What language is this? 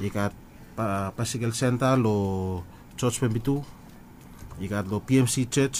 Bislama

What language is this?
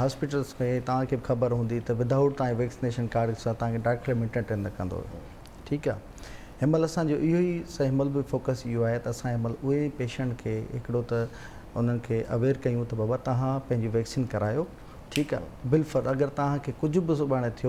Sindhi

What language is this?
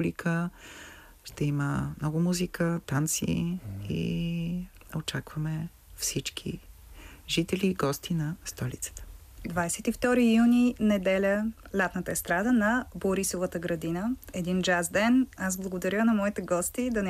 Bulgarian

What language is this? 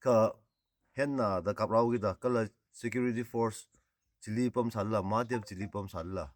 Tangkhul Naga (India)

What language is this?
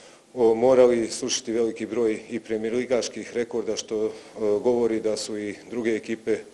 Croatian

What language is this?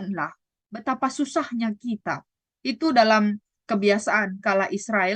Batak Karo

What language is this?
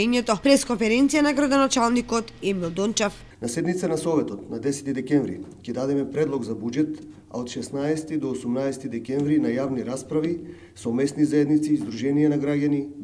Macedonian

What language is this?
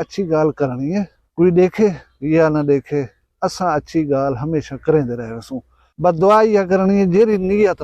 Saraiki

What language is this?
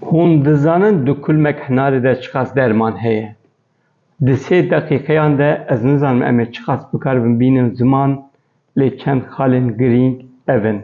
Kurdish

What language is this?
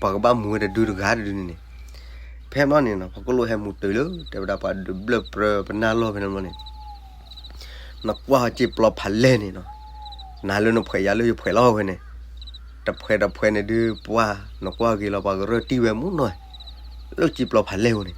S'gaw Karen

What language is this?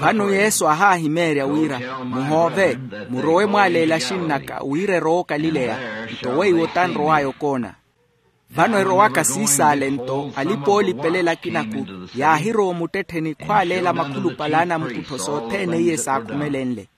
Makhuwa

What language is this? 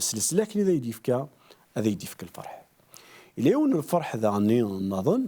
Kabyle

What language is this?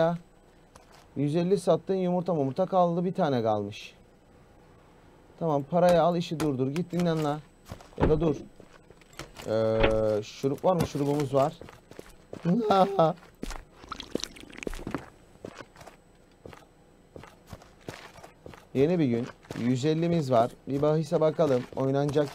Turkish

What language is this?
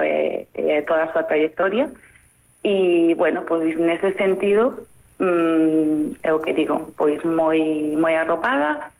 Galician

